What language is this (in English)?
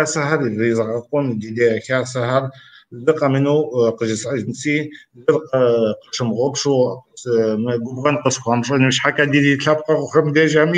Kabardian